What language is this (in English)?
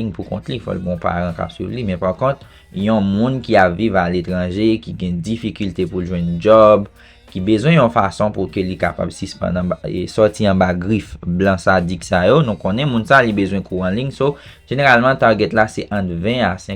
Haitian Creole